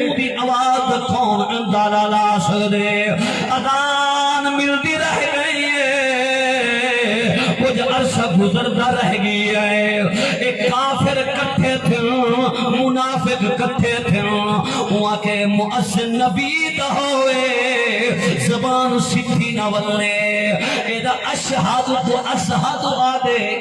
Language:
Saraiki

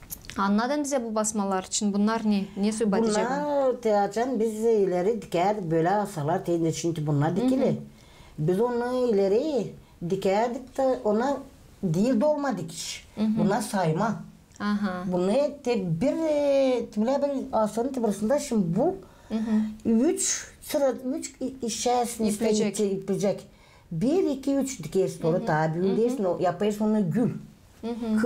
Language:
Gagauz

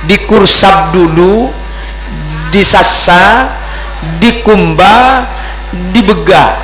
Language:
Madurese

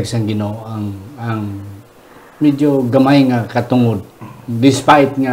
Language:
Hiligaynon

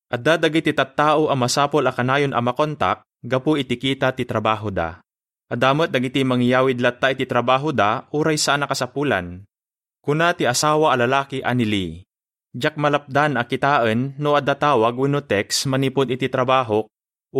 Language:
Iloko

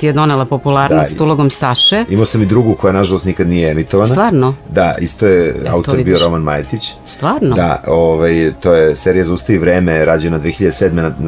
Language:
Serbian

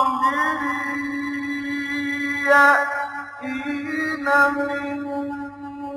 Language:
Persian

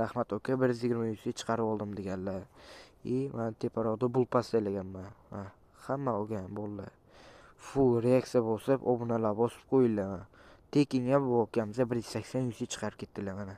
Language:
Uzbek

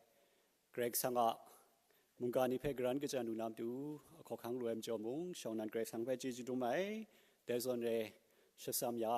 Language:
Kachin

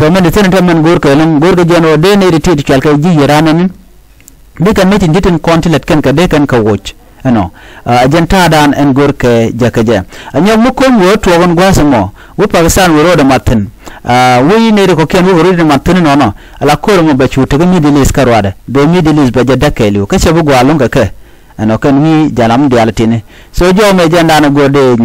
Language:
Nuer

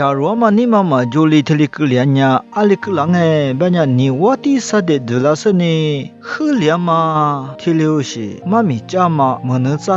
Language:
Lisu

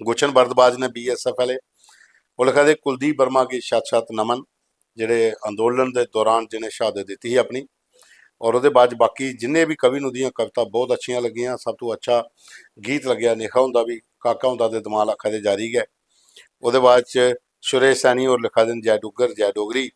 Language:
Dogri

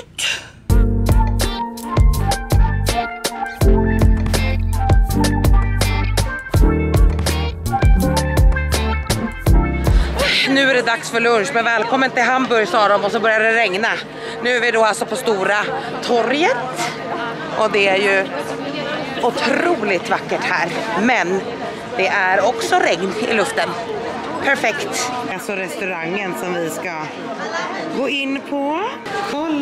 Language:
Swedish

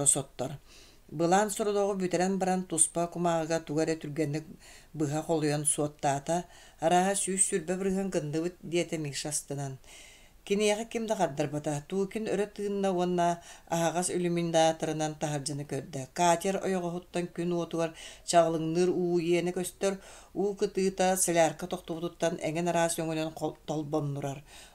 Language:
Yakut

